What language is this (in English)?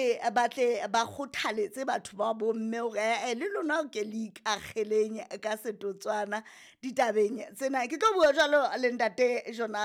Southern Sotho